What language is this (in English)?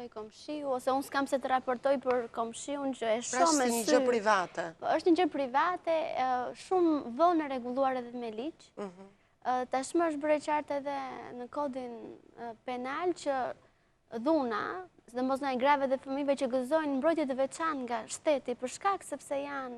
Albanian